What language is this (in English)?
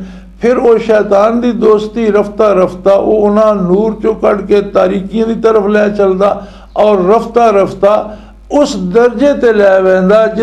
Western Panjabi